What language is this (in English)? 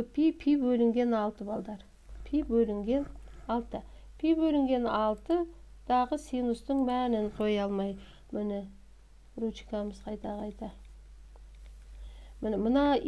Kazakh